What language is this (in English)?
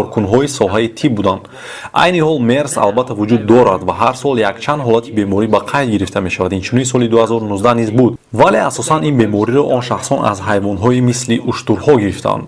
Tajik